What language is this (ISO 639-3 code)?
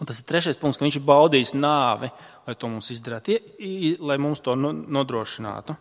lav